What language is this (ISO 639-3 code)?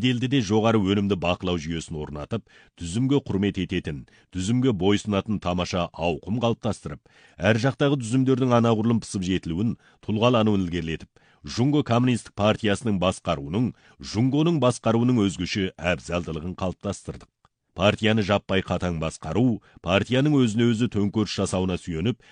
kaz